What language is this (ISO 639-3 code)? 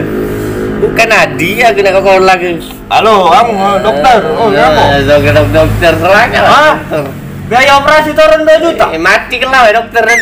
mui